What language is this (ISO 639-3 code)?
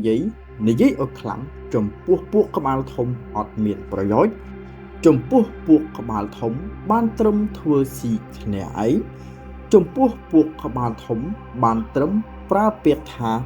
khm